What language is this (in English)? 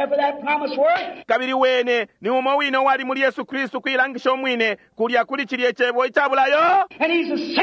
Bemba